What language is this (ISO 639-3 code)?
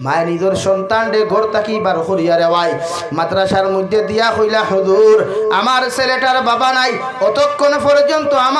syl